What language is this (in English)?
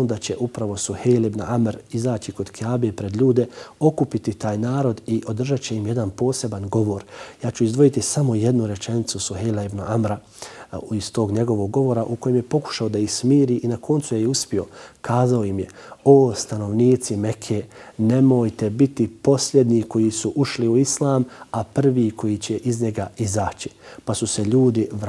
Bosnian